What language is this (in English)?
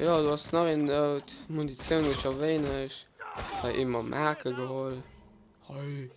Luxembourgish